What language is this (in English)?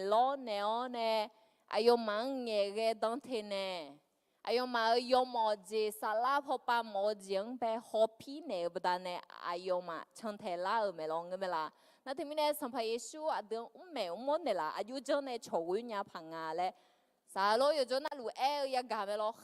Akha